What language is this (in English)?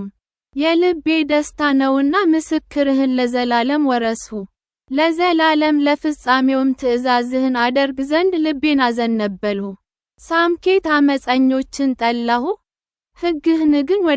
Amharic